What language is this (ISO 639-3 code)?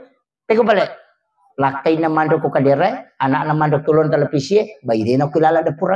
bug